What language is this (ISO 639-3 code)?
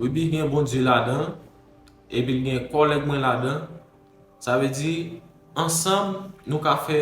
hat